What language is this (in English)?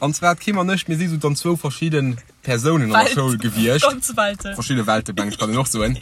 Luxembourgish